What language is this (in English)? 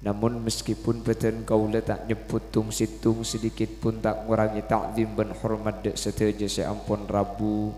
Madurese